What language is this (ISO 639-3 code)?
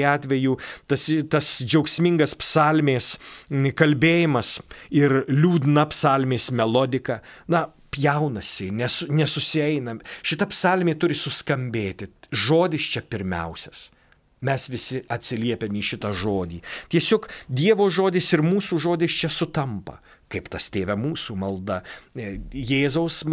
lit